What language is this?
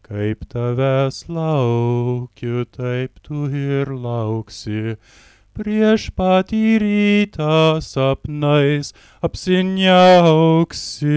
Lithuanian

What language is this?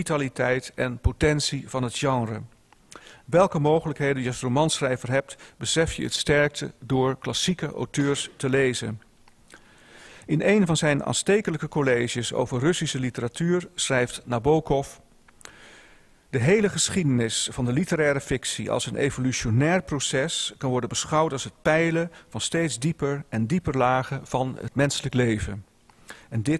Dutch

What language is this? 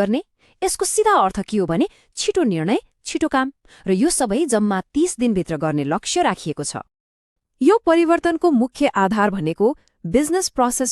Nepali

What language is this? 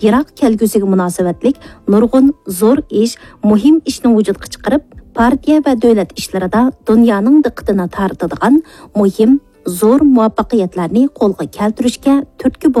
Uyghur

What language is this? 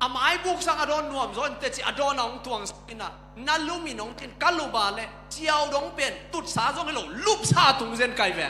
Tedim Chin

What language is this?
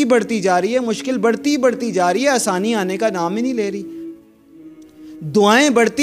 Urdu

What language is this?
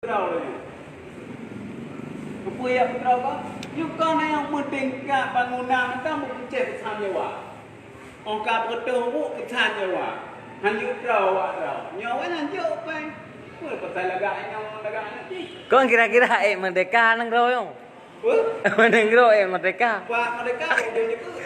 Achinese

